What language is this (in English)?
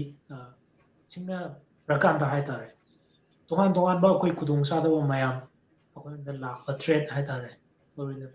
Manipuri